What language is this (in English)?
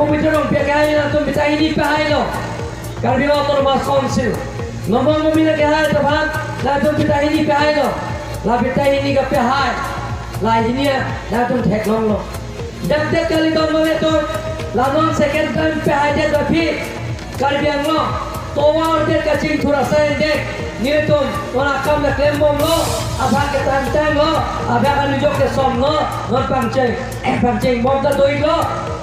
Karbi